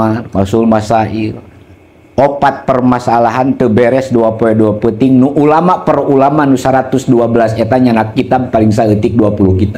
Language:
Sundanese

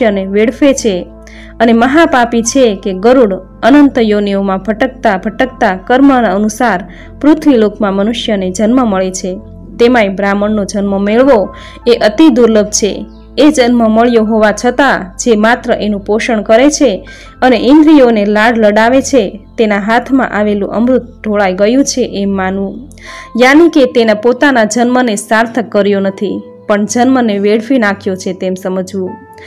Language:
Gujarati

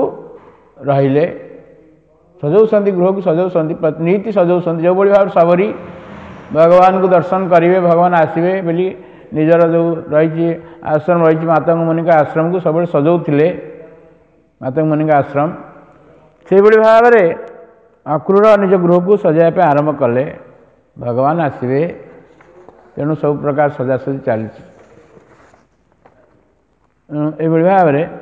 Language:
Odia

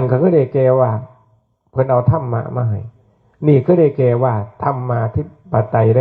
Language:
Northeastern Thai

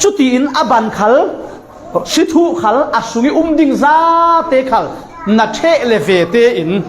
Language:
Falam Chin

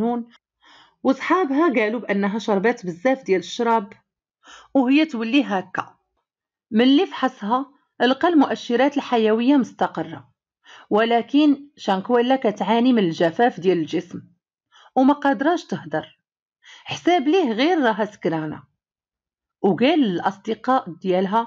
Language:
Moroccan Arabic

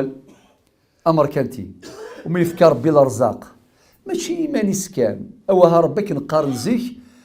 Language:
Kabyle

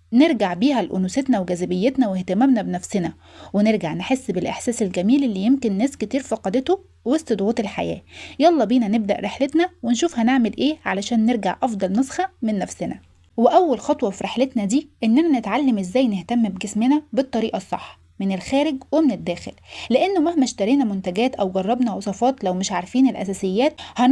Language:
Egyptian Arabic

